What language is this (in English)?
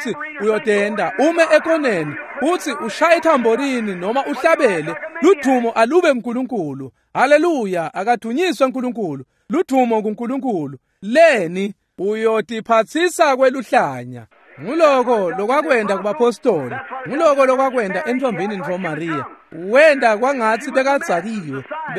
Swati